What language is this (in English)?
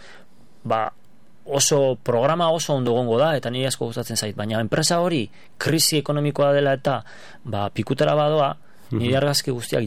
Basque